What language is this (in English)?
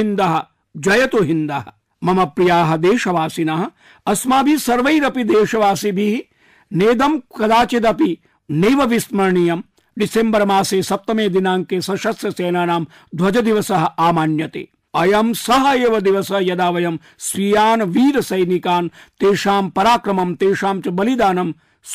Sanskrit